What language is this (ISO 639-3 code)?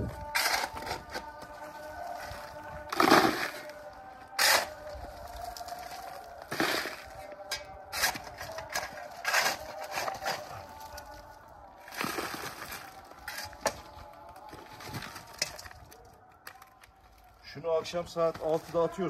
tur